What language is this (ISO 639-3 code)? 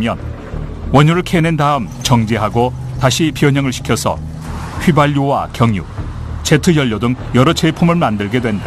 kor